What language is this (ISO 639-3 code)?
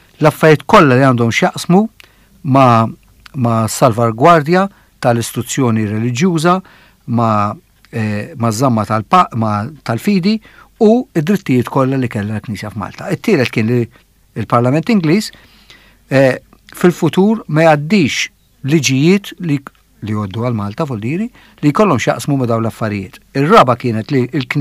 mlt